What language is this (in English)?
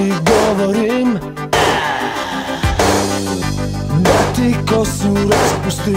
Croatian